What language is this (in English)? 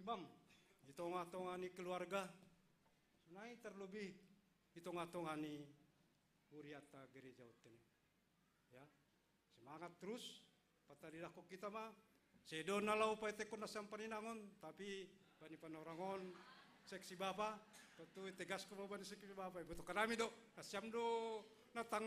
Batak Simalungun